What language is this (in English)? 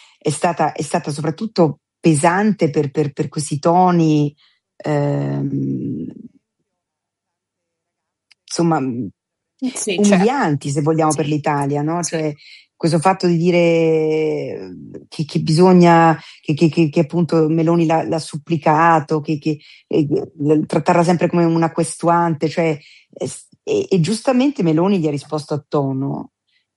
Italian